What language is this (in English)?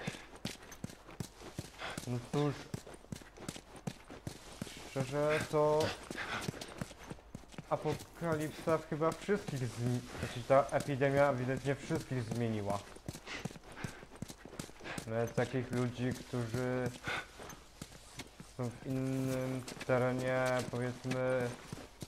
Polish